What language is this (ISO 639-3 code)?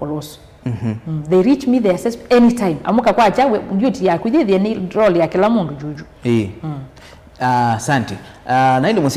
kam